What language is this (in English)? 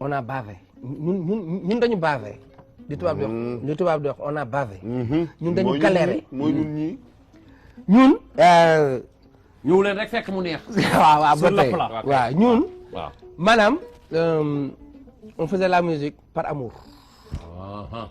Wolof